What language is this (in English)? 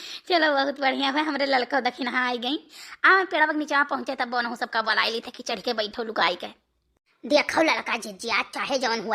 Awadhi